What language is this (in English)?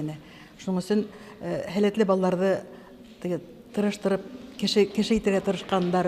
Bashkir